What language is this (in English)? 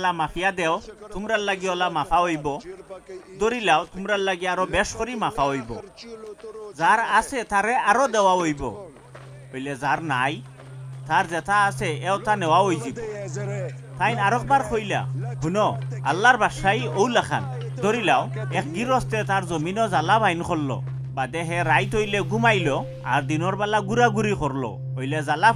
Sylheti